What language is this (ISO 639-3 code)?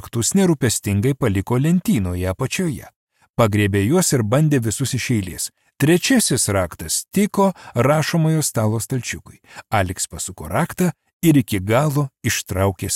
lit